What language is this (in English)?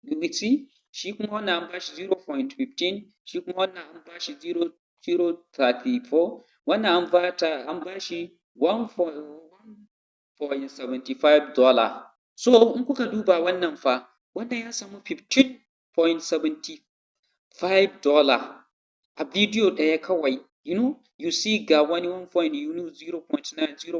Hausa